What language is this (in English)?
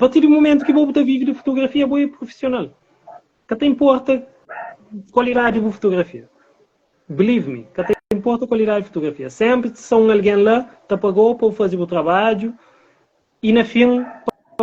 Kabuverdianu